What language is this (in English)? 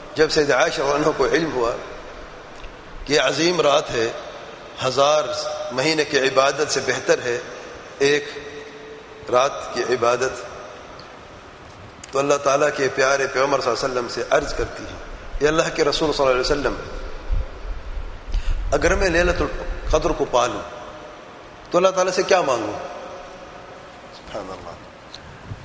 Urdu